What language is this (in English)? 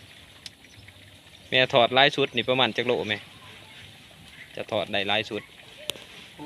Lao